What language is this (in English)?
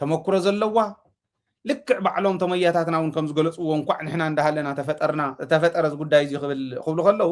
Tigrinya